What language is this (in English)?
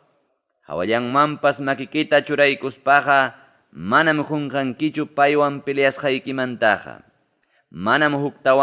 Ayacucho Quechua